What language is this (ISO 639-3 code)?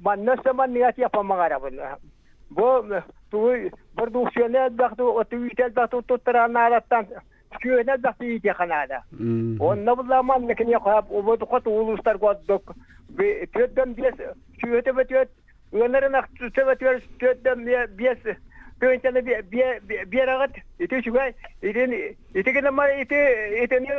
sah